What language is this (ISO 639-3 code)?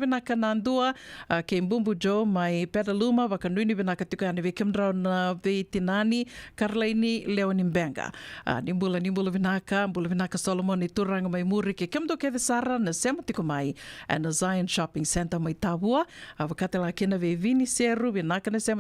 fij